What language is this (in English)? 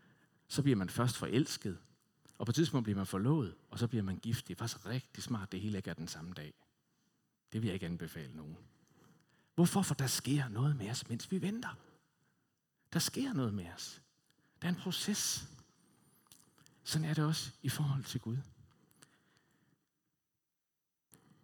Danish